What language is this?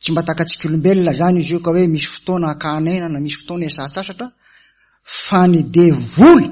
Malagasy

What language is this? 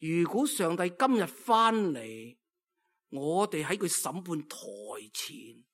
Cantonese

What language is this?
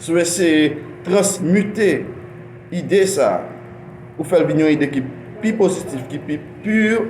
Haitian Creole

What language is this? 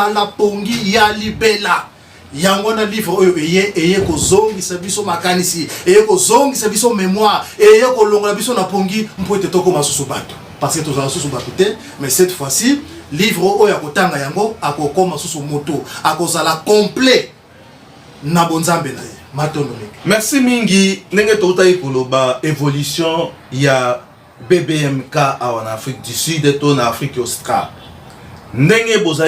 Lingala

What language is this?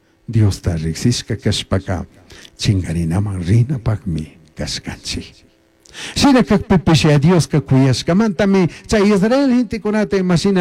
Chimborazo Highland Quichua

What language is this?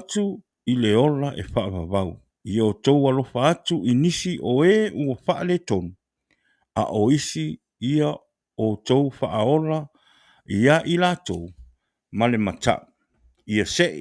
Samoan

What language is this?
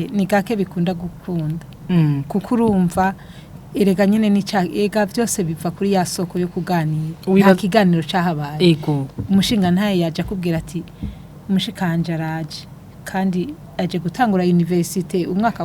Rundi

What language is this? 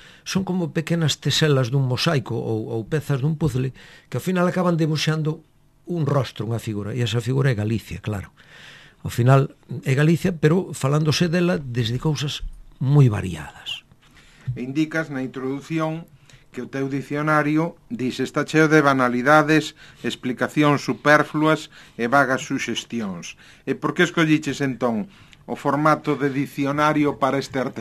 Galician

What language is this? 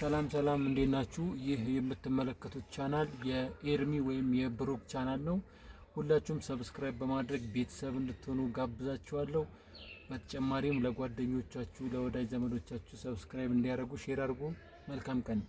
Amharic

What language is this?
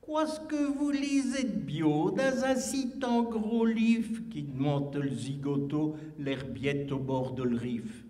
Picard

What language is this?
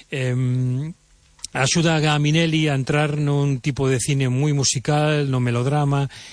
Galician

